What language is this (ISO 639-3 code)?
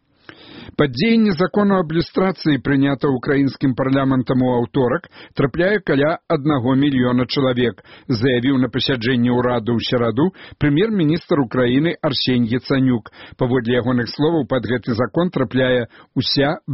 bel